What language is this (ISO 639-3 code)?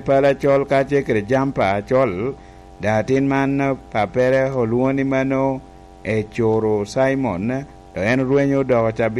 laj